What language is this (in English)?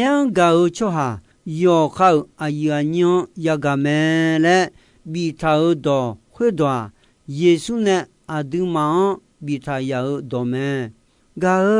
Akha